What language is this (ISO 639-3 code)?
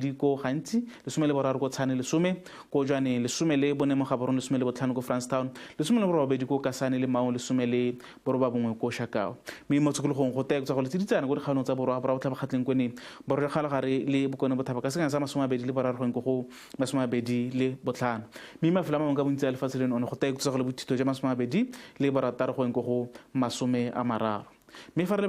tsn